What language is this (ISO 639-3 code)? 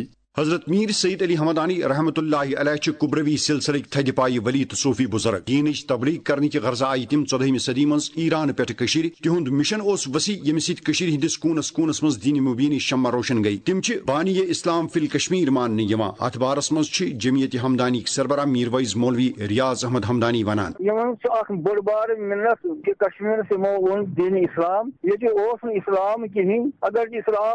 kas